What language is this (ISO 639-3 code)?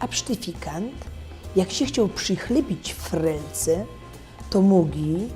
szl